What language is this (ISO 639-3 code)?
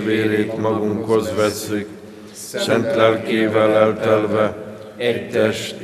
hun